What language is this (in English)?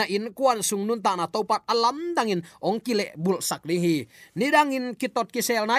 Tedim Chin